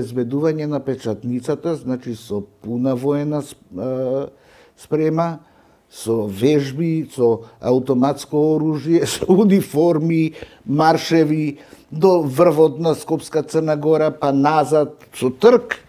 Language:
Macedonian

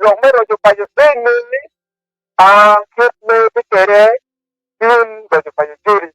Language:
Acoli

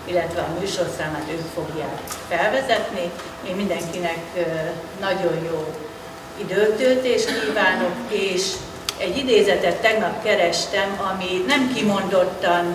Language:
Hungarian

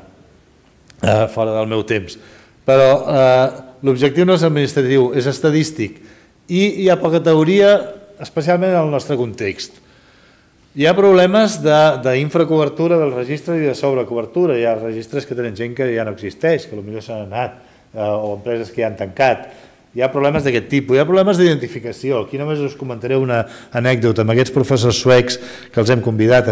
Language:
Catalan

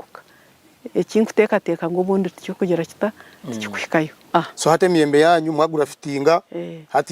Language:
Nyankole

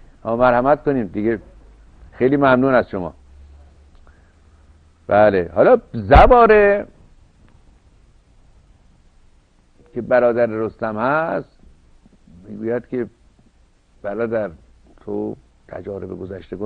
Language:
Persian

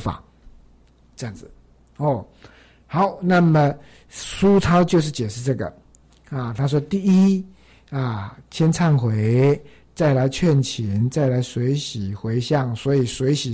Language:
Chinese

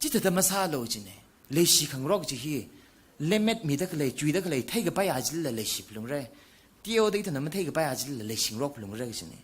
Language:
Tangkhul Naga (India)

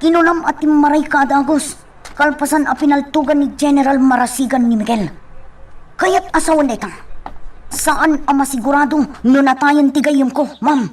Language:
Iloko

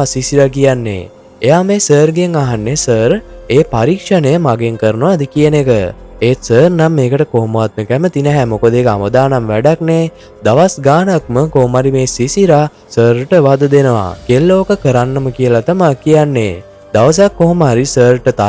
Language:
Sinhala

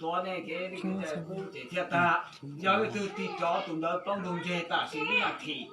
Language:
Hmong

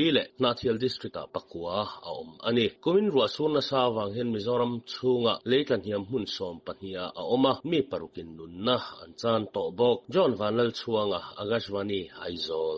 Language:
Mizo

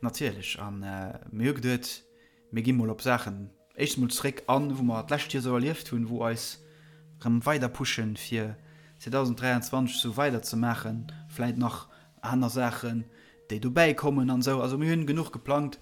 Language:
Luxembourgish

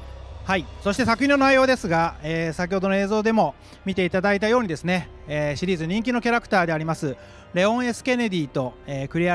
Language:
Japanese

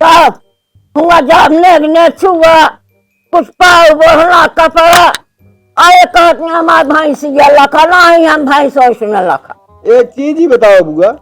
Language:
Awadhi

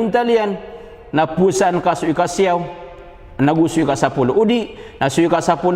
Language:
Maranao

